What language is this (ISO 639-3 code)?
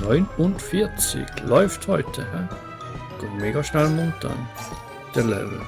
gsw